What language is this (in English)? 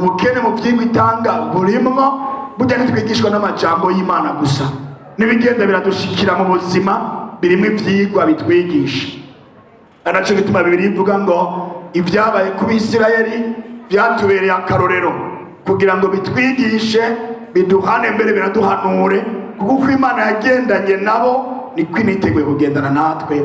Rundi